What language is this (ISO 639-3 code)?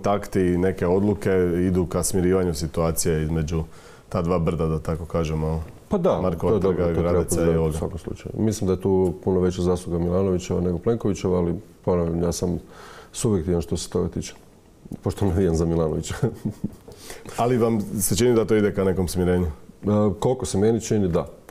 hrv